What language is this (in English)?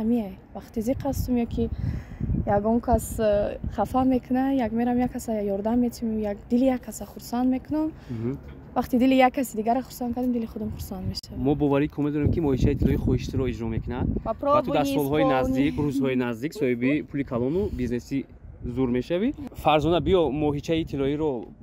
Tajik